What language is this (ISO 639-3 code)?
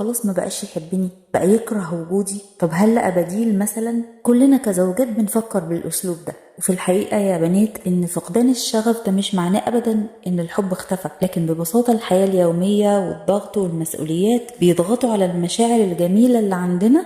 arz